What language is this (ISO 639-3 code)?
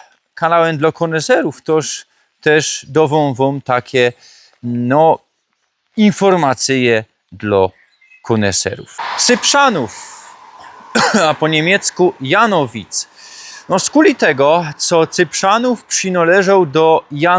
szl